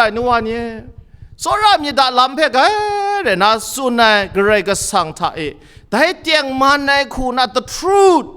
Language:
Kachin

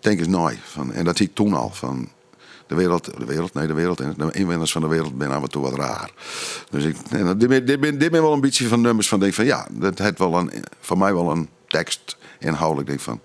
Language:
Western Frisian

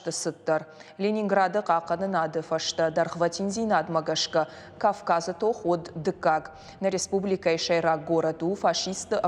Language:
Ossetic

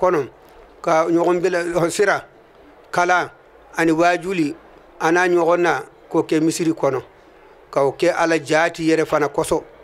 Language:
Bambara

